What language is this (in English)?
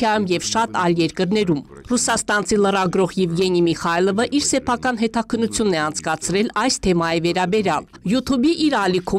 Armenian